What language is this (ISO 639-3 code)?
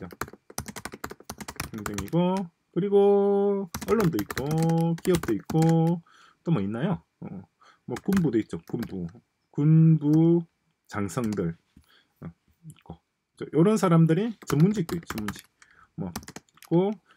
kor